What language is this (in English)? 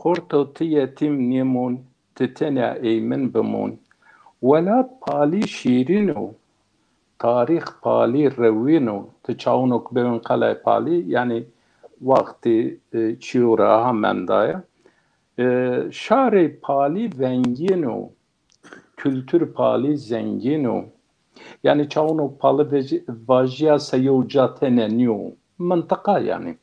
Zaza